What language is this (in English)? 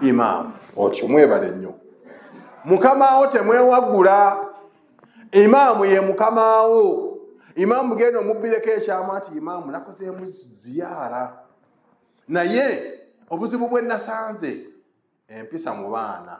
Ganda